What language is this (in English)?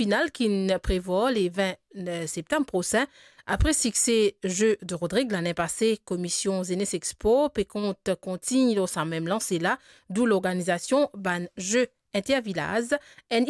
Morisyen